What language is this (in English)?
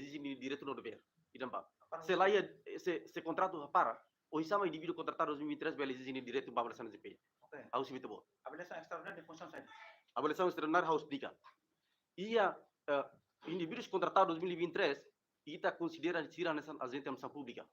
Tetum